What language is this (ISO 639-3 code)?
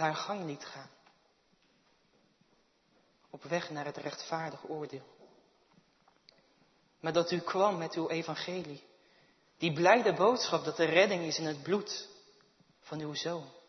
nld